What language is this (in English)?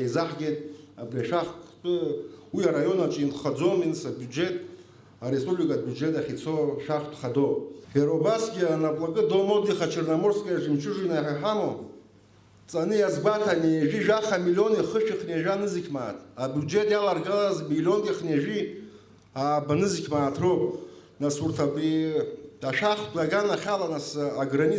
Abkhazian